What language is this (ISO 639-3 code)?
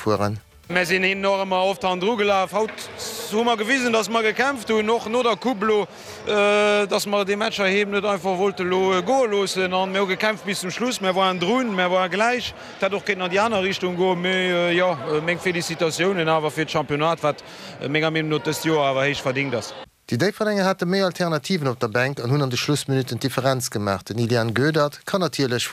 ltz